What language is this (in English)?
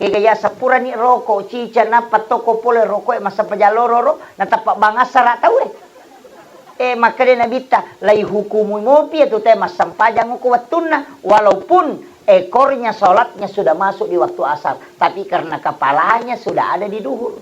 Buginese